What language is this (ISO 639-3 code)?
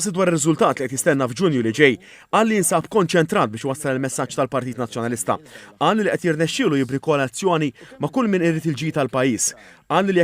mlt